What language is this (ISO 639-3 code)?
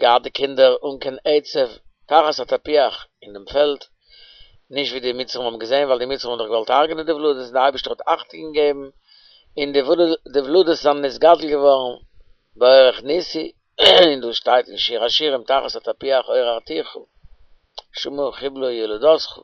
yid